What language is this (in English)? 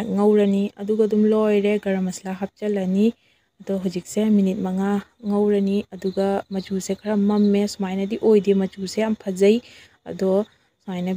Manipuri